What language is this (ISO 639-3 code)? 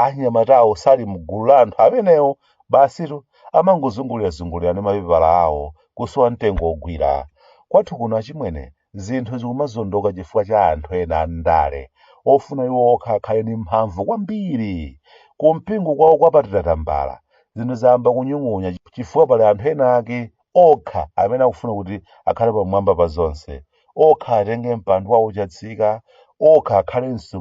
nya